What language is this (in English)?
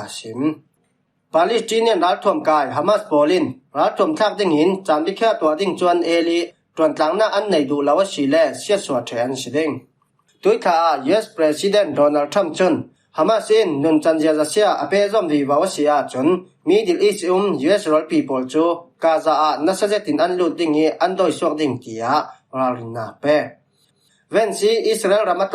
Falam Chin